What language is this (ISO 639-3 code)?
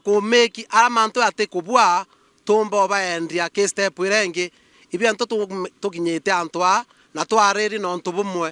mer